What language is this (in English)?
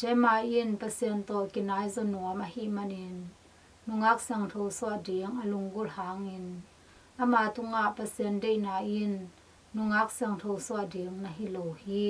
Tedim Chin